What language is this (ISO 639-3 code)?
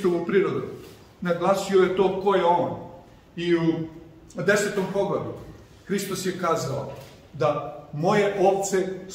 srp